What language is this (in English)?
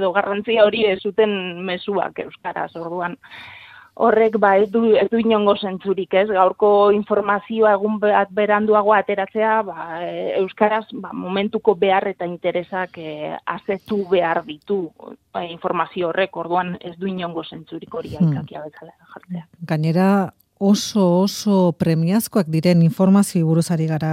Basque